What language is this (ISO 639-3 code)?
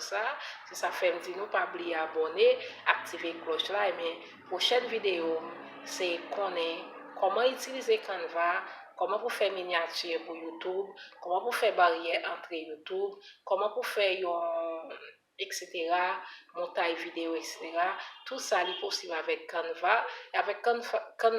hat